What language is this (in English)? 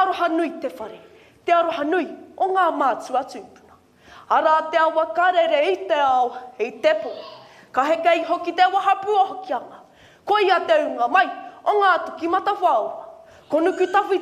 Māori